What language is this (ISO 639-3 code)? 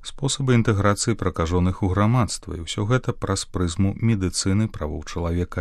bel